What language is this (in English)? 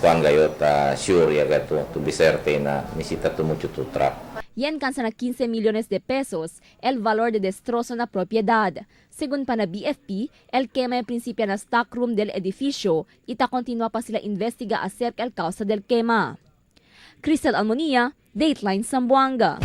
Chavacano